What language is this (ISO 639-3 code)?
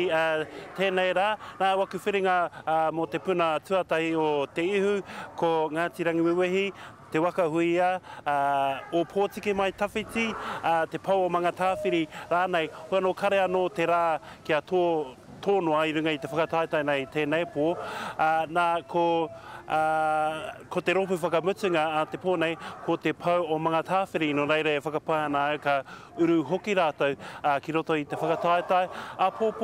mri